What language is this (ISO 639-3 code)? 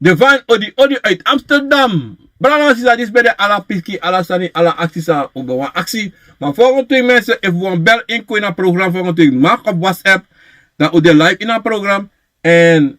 srn